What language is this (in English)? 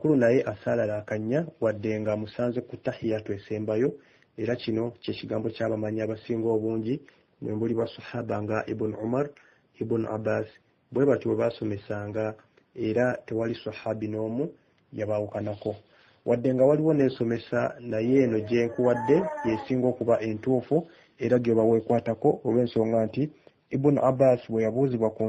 Ganda